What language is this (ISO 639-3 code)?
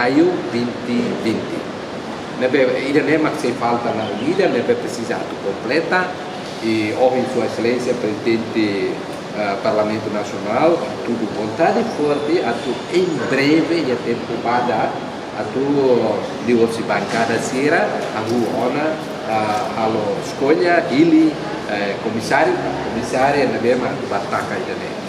tet